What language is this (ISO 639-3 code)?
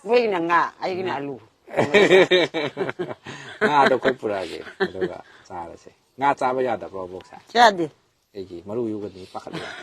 mni